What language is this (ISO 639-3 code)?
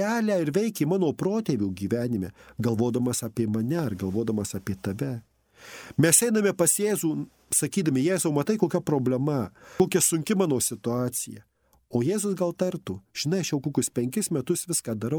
lit